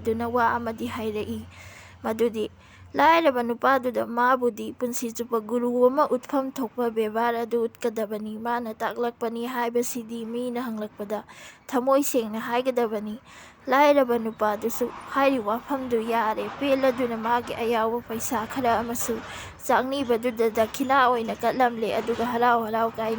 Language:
Manipuri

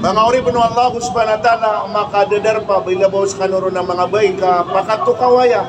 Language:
Maranao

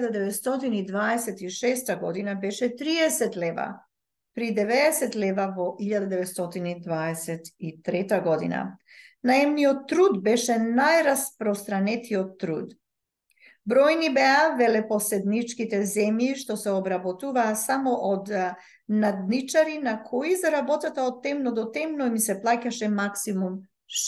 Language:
Macedonian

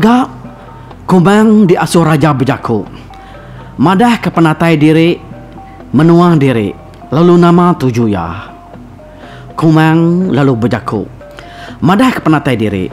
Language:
Iban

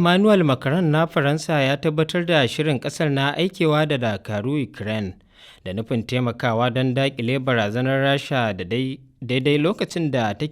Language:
Hausa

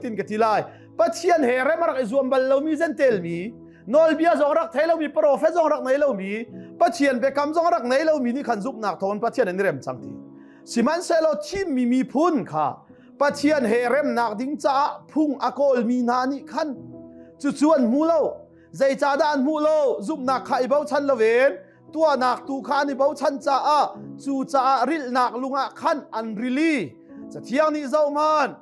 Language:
Hakha Chin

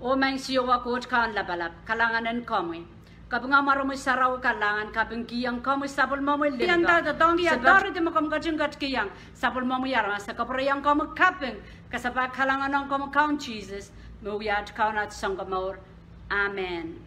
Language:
Pohnpeian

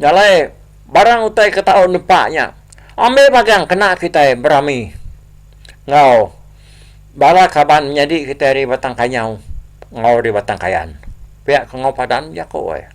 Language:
Iban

